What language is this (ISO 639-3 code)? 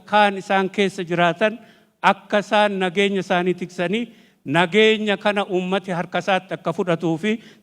orm